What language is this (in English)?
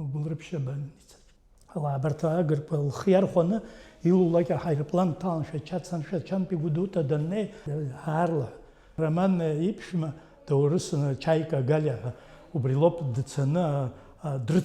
Abkhazian